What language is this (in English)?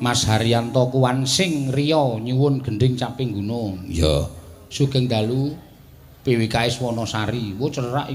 Javanese